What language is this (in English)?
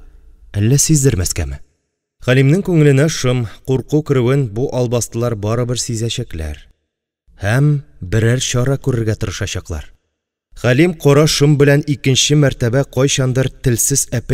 Tatar